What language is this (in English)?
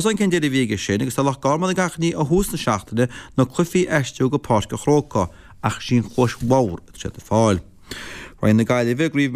Irish